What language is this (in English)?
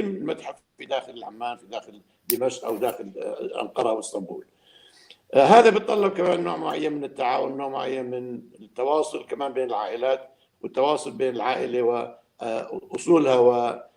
North Levantine Arabic